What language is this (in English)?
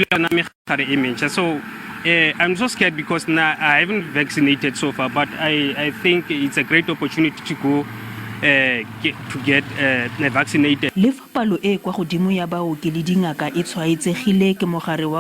Tswana